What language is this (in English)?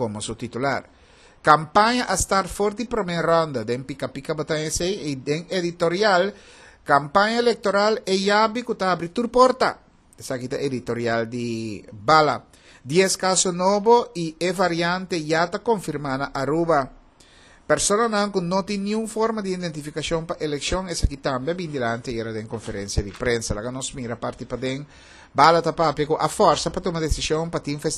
Papiamento